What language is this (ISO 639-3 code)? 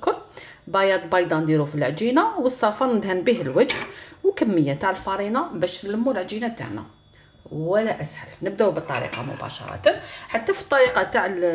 arq